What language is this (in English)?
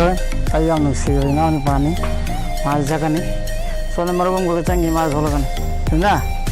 Manipuri